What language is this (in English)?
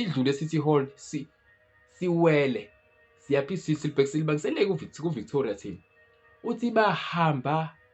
Zulu